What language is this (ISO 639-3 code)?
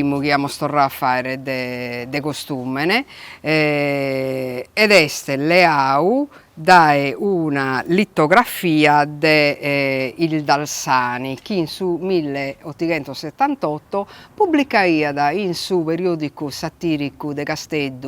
srd